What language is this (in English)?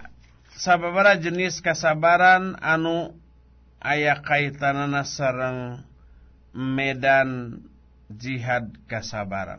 Sundanese